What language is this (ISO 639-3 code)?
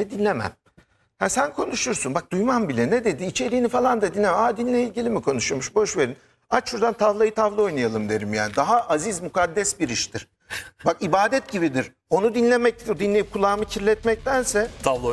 tur